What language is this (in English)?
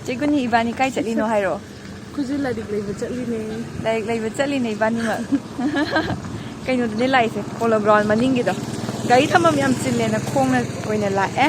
Manipuri